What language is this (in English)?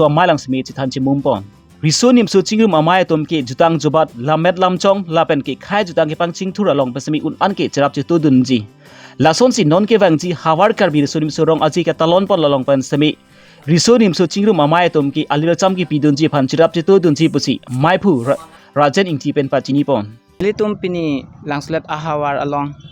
Karbi